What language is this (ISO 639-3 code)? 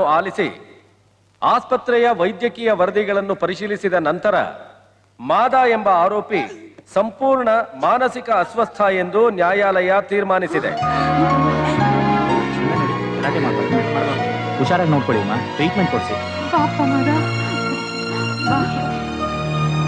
kan